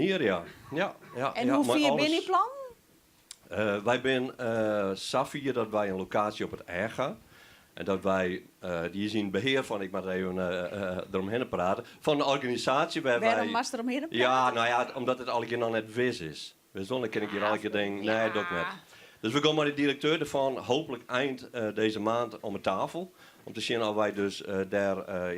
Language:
Western Frisian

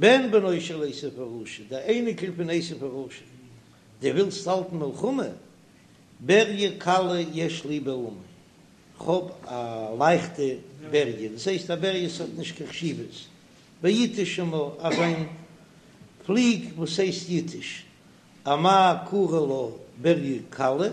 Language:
Yiddish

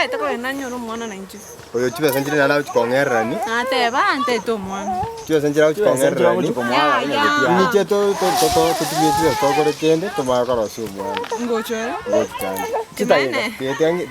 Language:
Gusii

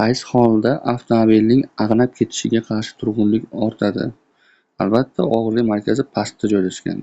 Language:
Uzbek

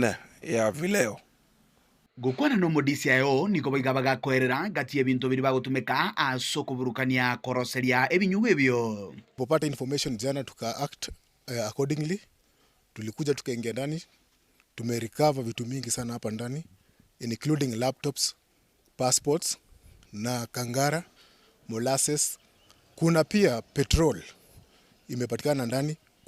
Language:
Gusii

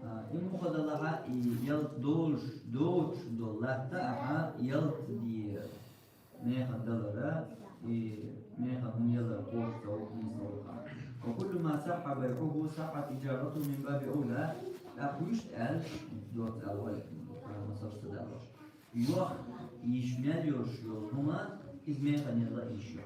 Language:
Chechen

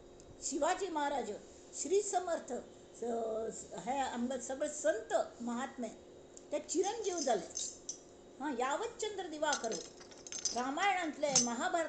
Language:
Konkani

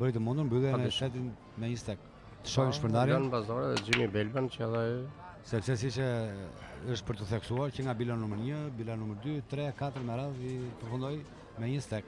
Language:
Albanian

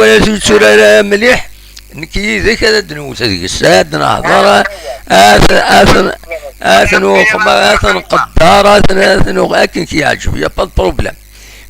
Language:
Kabyle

